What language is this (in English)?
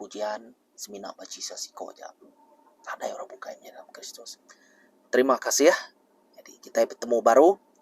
Iban